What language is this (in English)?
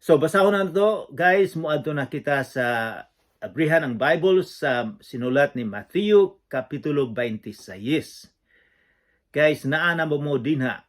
Cebuano